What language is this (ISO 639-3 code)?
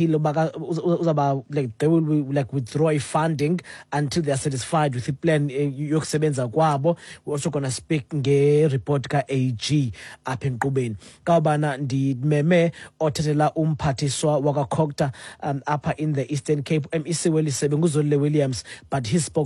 xho